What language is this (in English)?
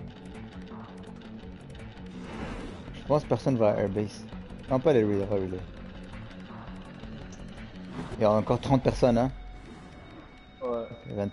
French